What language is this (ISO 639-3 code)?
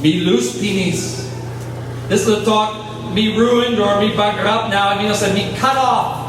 tpi